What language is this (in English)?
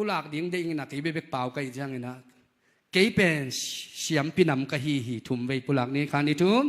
Tedim Chin